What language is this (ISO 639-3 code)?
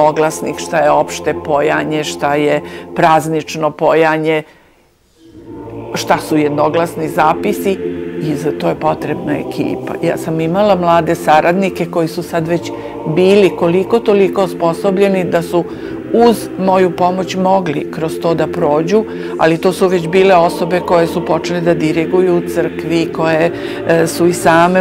srp